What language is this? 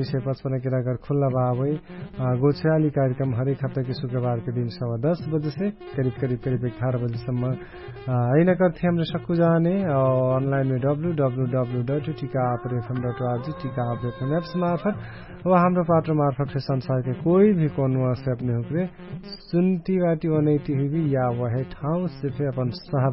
Dangaura Tharu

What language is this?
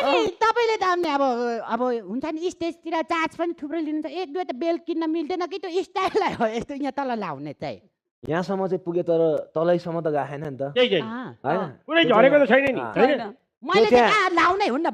Nepali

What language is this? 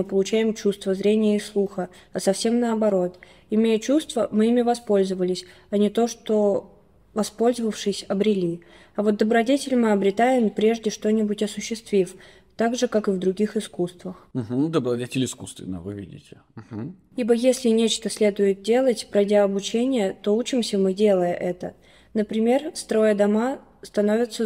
Russian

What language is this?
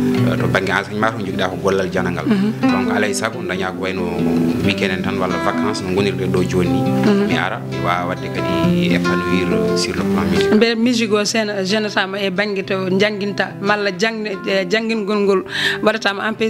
Fula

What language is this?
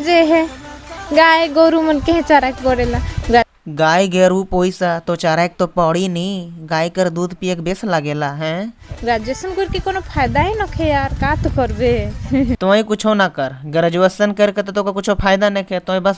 Sadri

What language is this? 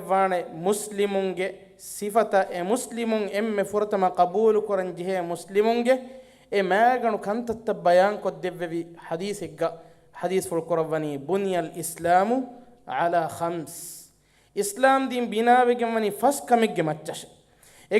Divehi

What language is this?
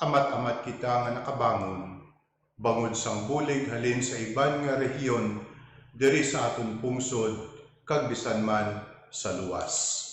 Hiligaynon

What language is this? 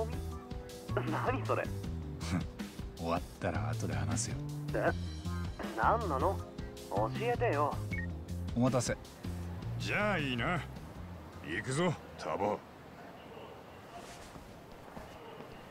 Japanese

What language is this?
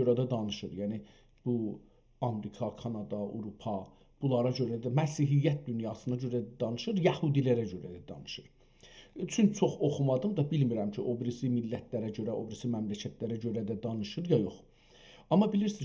South Azerbaijani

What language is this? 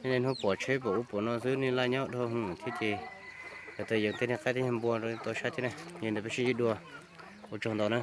Hmong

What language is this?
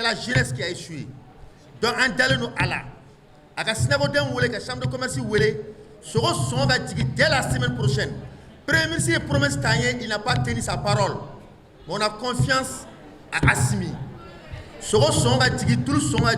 Bambara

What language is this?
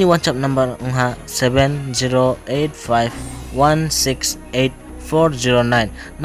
Riang (India)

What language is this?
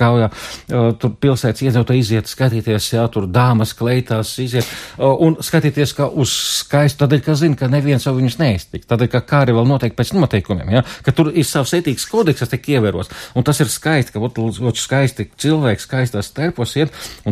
Latvian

